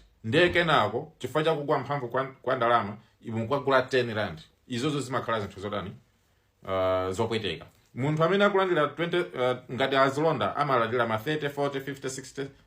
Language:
Nyanja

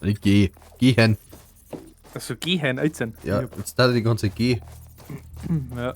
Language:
Bavarian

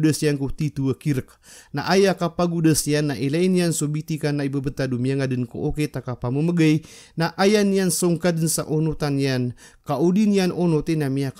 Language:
Maranao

